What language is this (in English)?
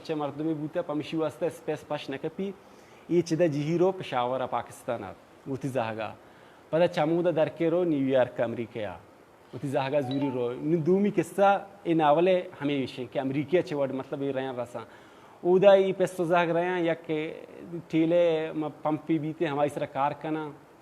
Baluchi